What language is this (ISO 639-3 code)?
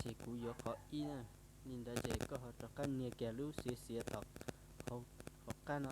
hmn